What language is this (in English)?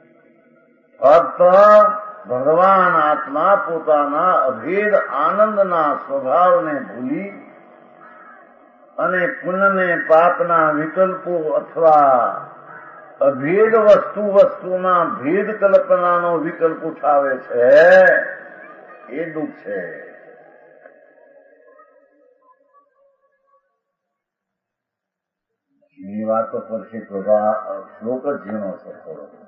Gujarati